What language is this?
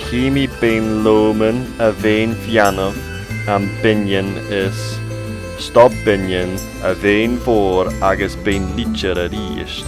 Scottish Gaelic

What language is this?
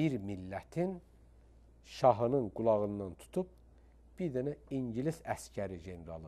Azerbaijani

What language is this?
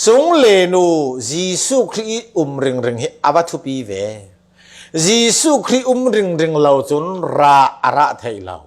Falam Chin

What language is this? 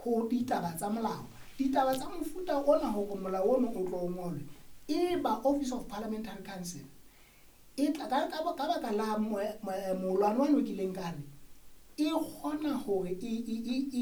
Southern Sotho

